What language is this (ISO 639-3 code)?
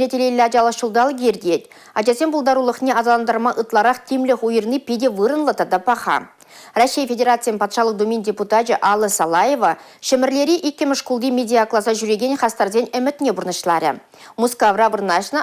chv